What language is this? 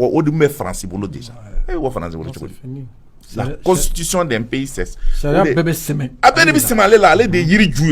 Bambara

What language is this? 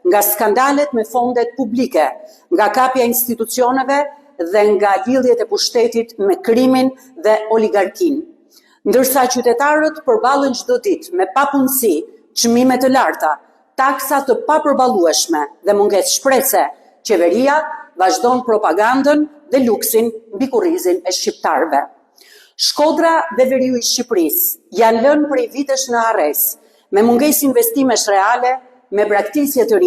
Albanian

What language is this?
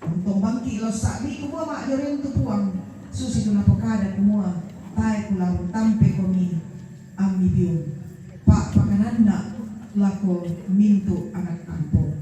Toraja-Sa'dan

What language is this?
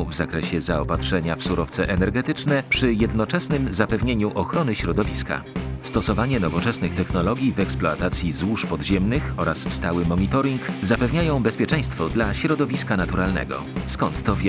Polish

